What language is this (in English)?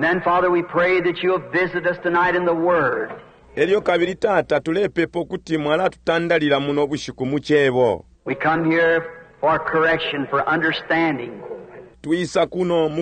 Bemba